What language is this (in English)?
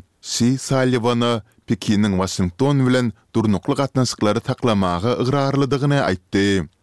Kyrgyz